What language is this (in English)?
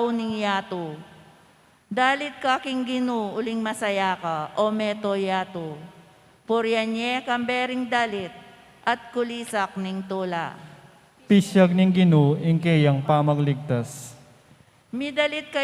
Pampanga